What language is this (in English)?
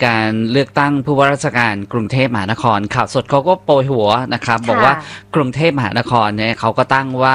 Thai